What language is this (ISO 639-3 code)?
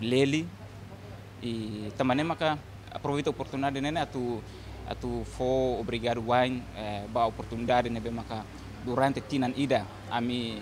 tet